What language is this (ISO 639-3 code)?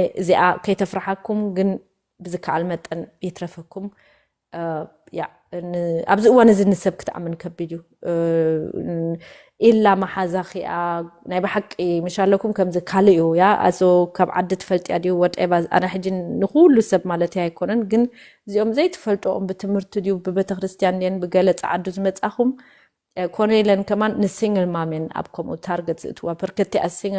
tir